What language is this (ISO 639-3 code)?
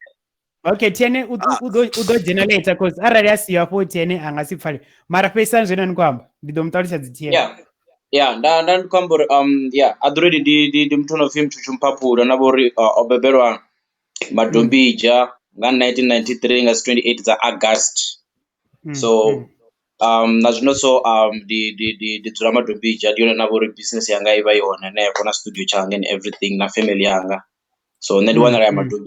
ven